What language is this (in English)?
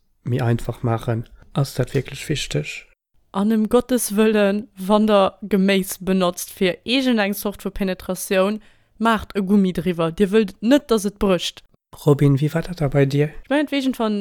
Luxembourgish